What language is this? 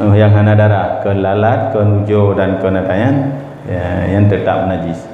Achinese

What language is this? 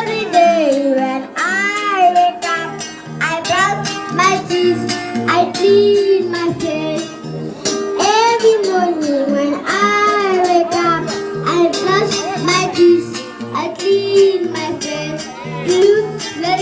Tswana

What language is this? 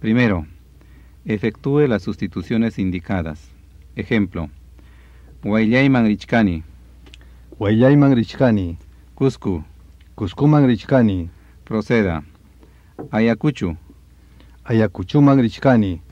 Ayacucho Quechua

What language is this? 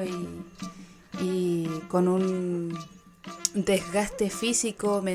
Mapuche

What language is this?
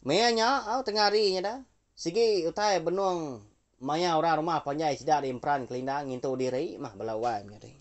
Iban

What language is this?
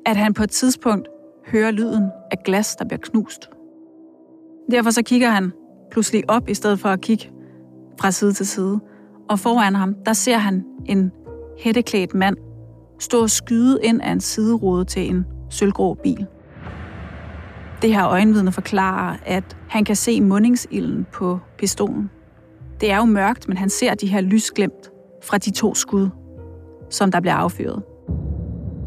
Danish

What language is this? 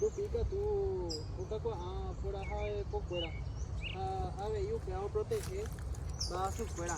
Guarani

